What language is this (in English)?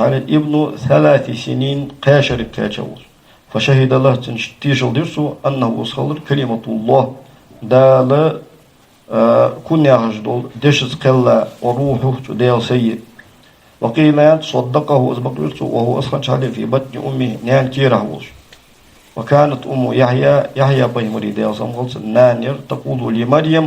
Ingush